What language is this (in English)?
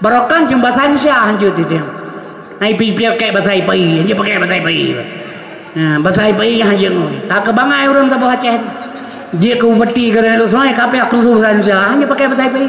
Achinese